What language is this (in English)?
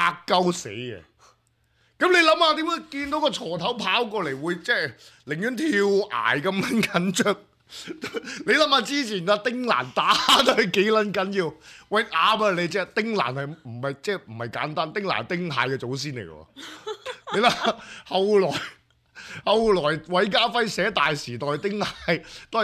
Cantonese